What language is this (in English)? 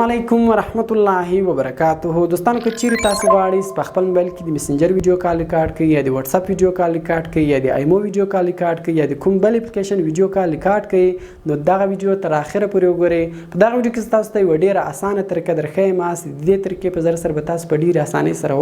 Pashto